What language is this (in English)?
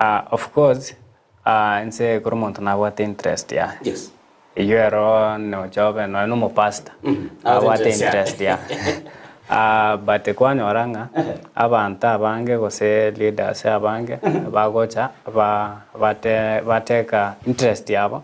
Gusii